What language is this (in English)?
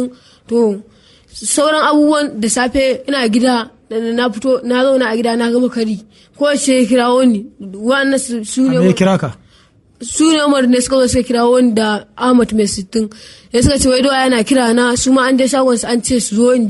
Hausa